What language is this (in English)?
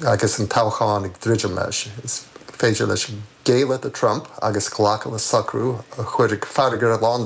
Irish